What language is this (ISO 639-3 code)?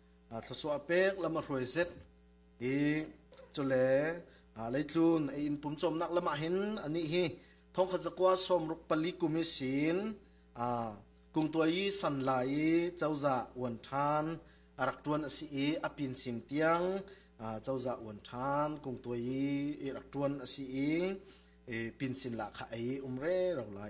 cfm